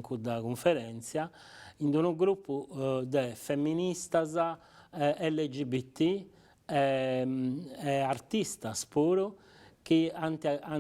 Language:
Sardinian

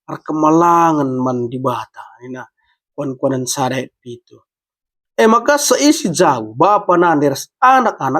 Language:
Batak Karo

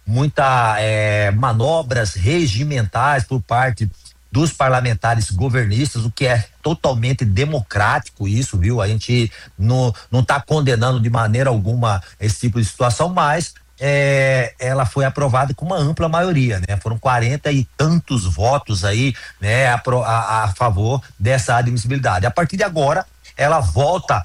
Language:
Portuguese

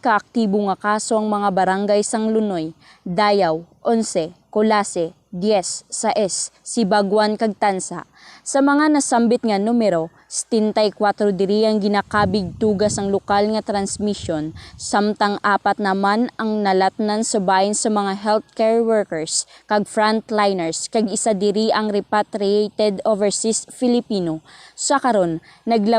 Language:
Hiligaynon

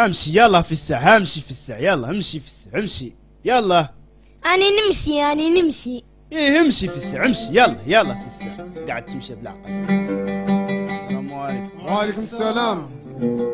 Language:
Algerian Arabic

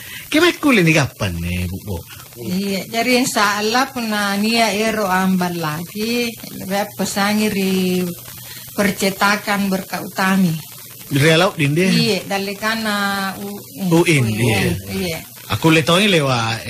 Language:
Makasar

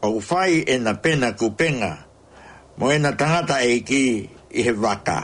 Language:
Tongan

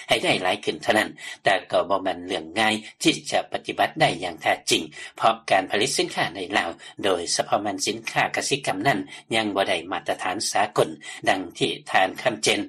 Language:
Lao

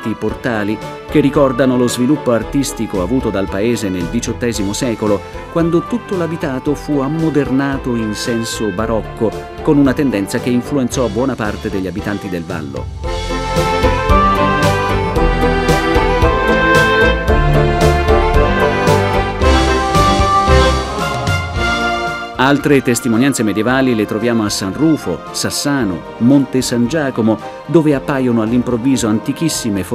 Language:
Italian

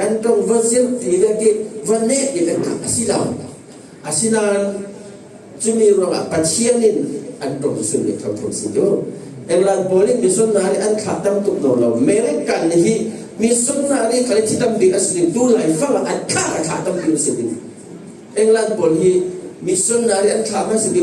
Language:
Falam Chin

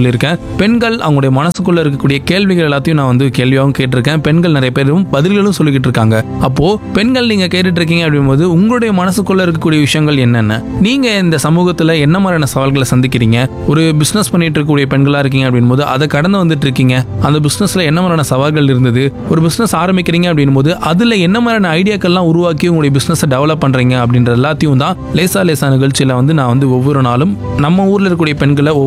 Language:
Tamil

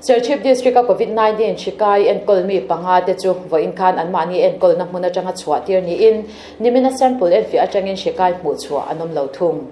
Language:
Mizo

